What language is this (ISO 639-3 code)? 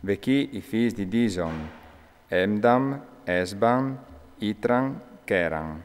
fur